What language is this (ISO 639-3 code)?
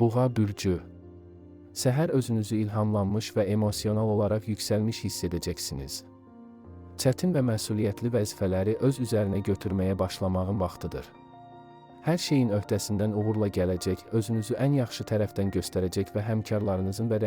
aze